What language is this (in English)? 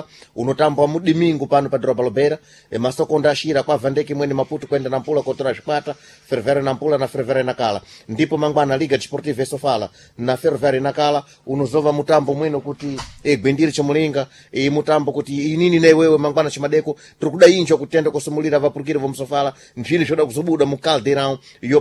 Sena